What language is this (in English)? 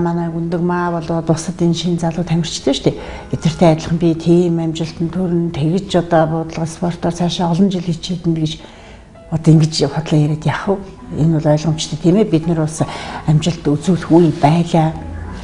Mongolian